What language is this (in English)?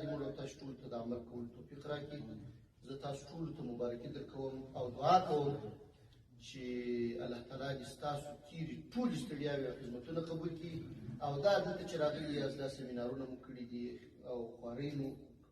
Pashto